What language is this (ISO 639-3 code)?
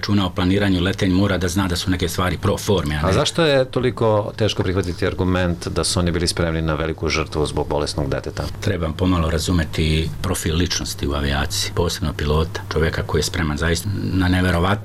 srp